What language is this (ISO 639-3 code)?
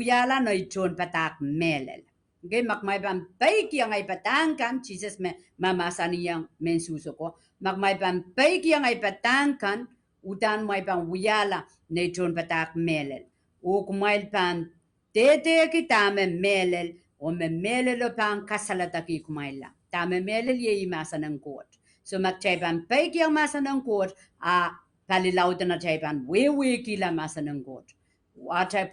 pon